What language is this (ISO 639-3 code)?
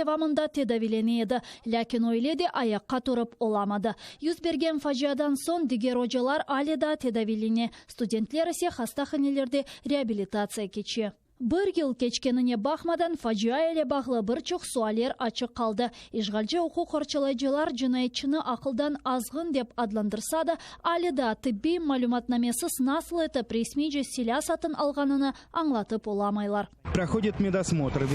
crh